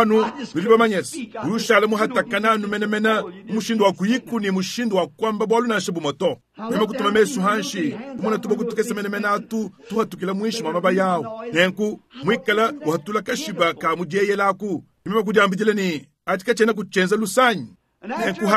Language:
Luba-Lulua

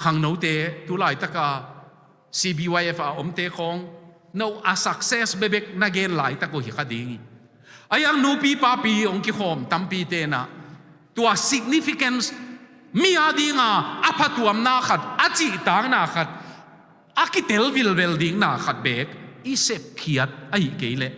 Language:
Tedim Chin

